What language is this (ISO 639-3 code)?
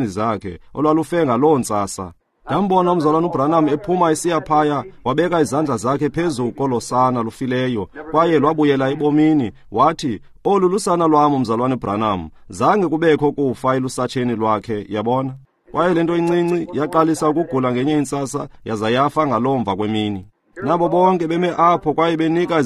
xho